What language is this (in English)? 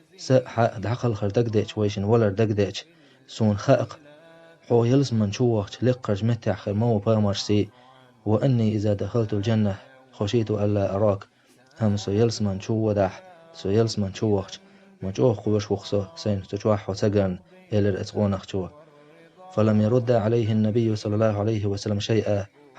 Chechen